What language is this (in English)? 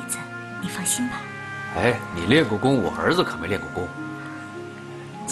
Chinese